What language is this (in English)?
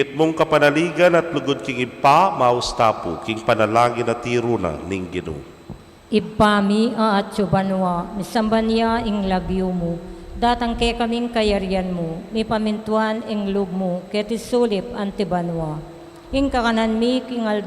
Pampanga